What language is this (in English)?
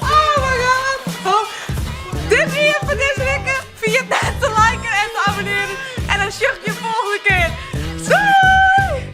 Western Frisian